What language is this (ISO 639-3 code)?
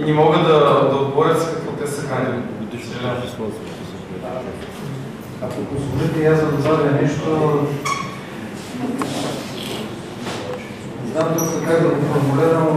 bul